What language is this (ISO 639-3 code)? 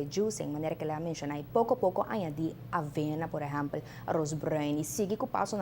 pap